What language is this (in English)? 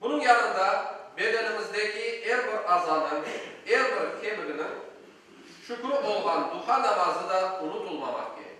Crimean Tatar